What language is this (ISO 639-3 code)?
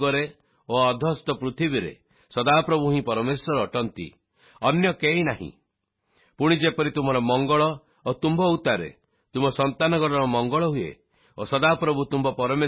ori